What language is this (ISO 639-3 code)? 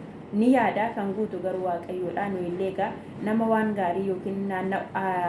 orm